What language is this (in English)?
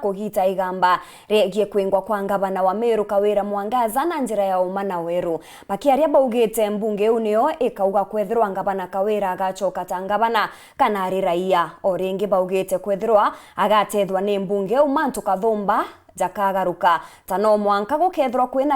Meru